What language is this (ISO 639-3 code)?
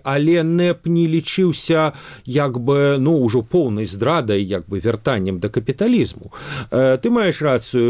bel